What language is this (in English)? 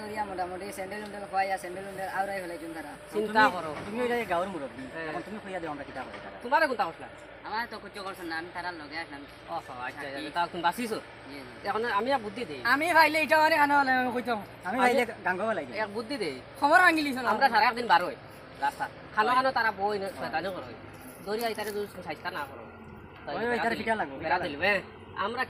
Sylheti